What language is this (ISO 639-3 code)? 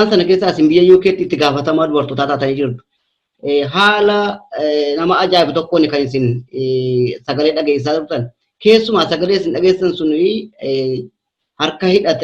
orm